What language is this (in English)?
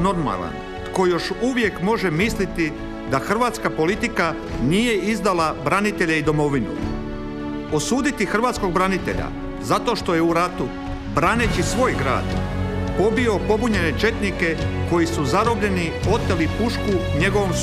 Croatian